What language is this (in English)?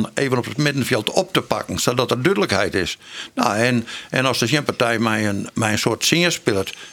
Western Frisian